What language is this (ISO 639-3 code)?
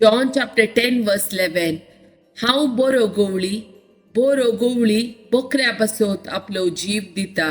kok